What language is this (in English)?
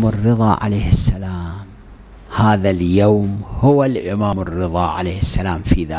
Arabic